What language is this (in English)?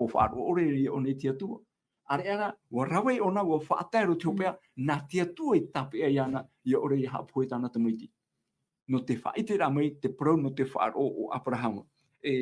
Tahitian